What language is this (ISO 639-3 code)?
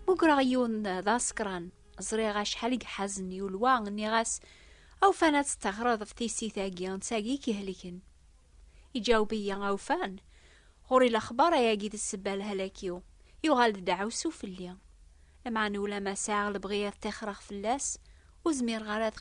kab